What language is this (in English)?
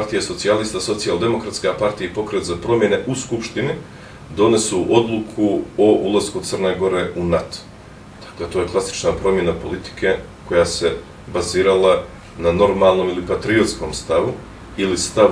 Bosnian